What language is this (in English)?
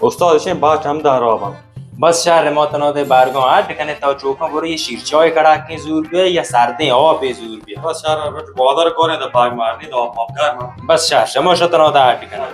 Baluchi